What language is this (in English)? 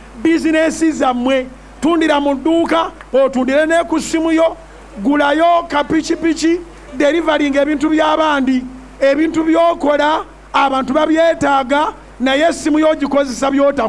Ganda